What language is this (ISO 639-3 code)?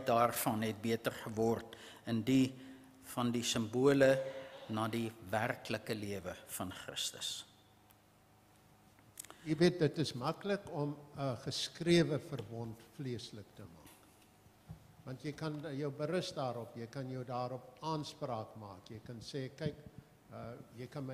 afr